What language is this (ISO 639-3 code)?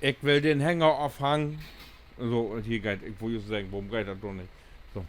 nds